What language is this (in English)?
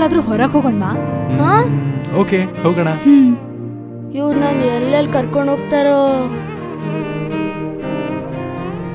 Kannada